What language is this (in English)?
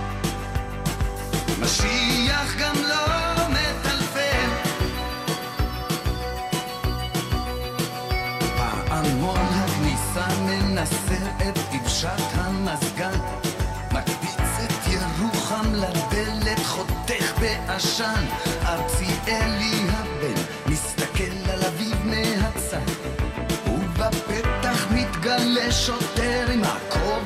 Hebrew